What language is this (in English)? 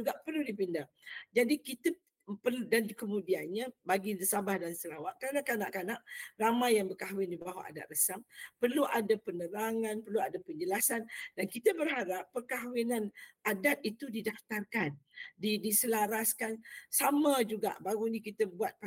Malay